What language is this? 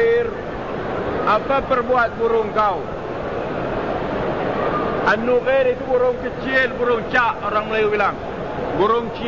Malay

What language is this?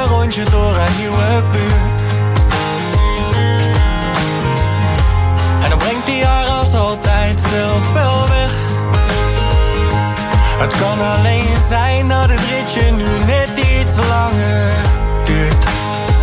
Dutch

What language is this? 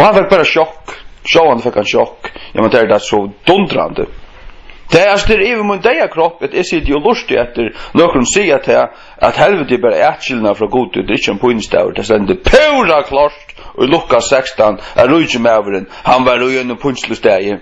Faroese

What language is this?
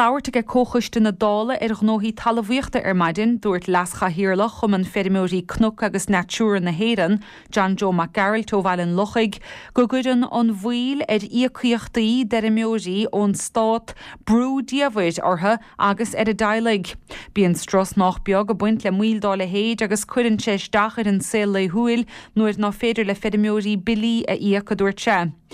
Irish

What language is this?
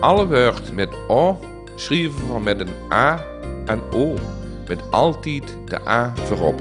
Limburgish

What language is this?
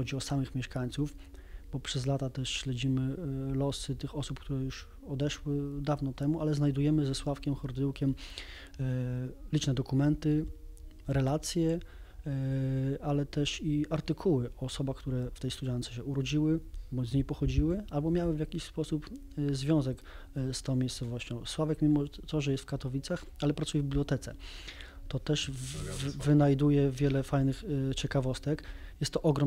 Polish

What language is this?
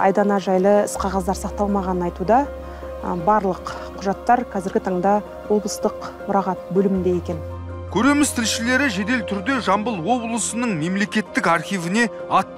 Kazakh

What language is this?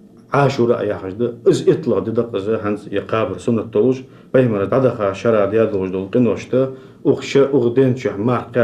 Ingush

